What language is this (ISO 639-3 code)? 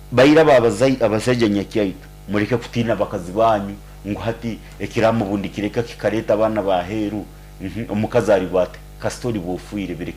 nyn